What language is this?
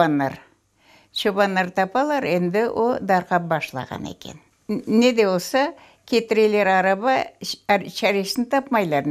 Crimean Tatar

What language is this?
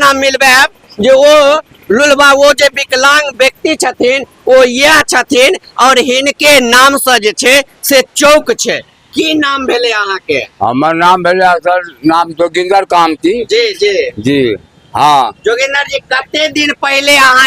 Maithili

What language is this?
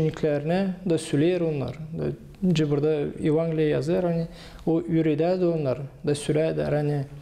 Gagauz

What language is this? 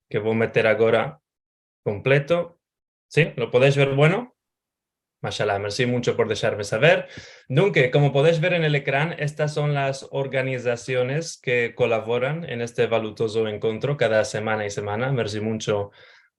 Ladino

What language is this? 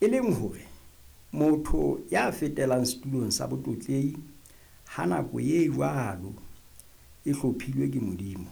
Southern Sotho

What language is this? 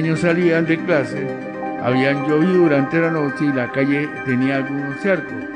Spanish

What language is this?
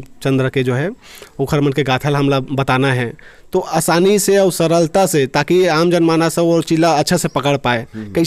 Chhattisgarhi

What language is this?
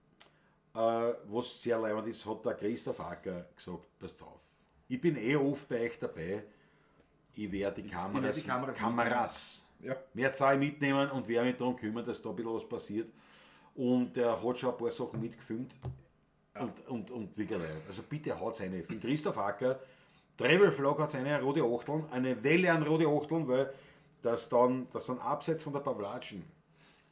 Bavarian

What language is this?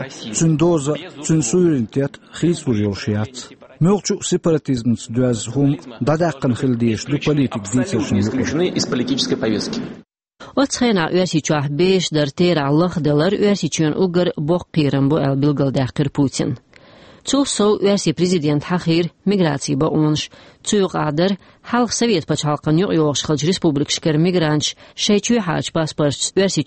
Chechen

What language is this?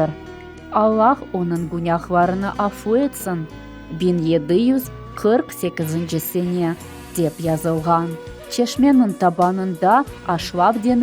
Crimean Tatar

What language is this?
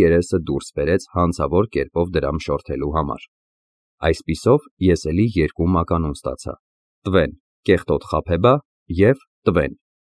Armenian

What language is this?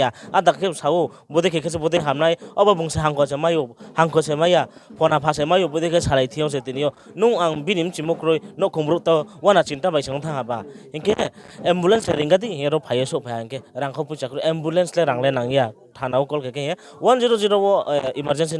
Riang (India)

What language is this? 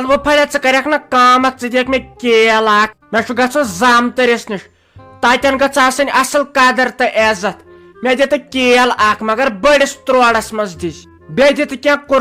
Kashmiri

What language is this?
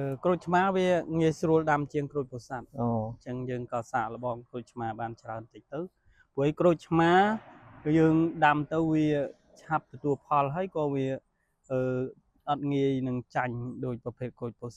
Khmer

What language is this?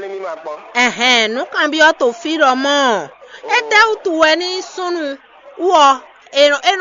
Fon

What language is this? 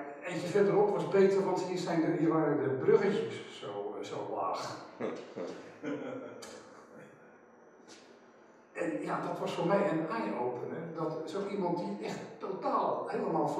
Dutch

